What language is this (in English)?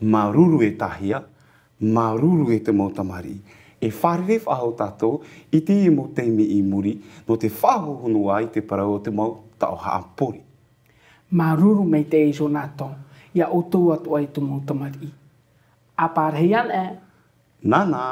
Tahitian